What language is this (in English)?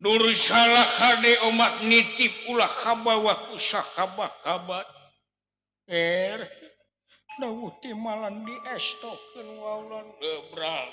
Sundanese